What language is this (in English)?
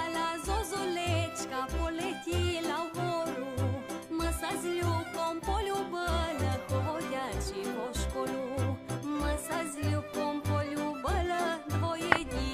Rusyn